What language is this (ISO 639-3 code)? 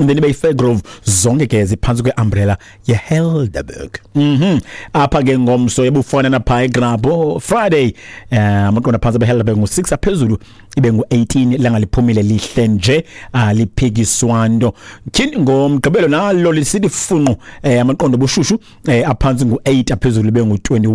xho